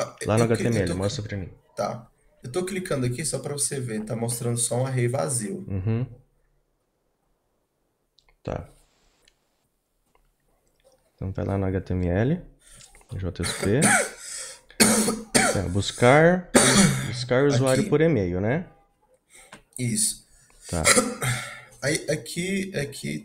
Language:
Portuguese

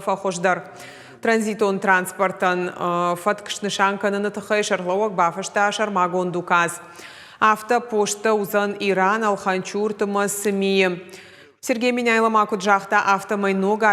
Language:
Ossetic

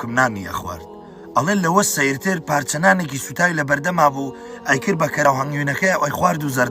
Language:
Central Kurdish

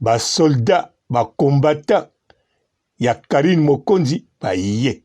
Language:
Lingala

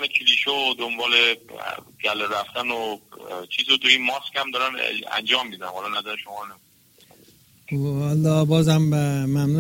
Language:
Persian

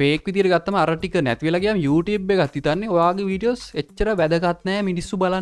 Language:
Sinhala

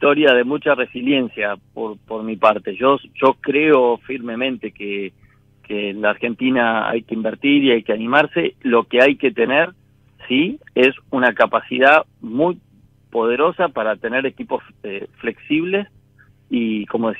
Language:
Spanish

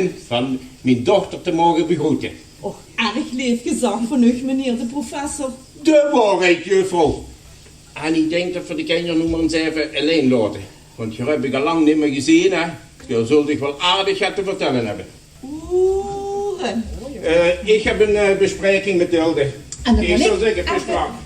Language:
Limburgish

